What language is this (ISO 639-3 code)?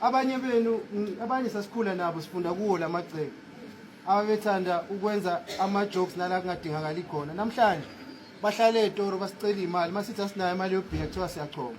zul